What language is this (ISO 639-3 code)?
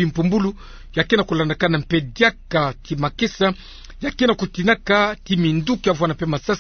ktu